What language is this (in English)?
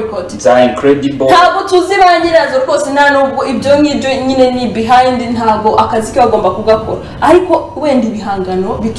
Kinyarwanda